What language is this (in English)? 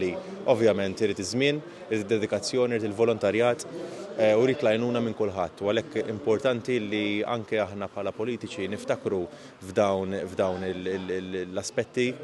Maltese